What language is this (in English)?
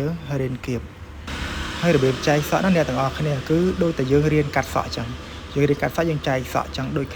Khmer